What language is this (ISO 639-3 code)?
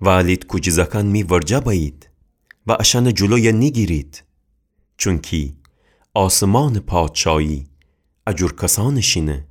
glk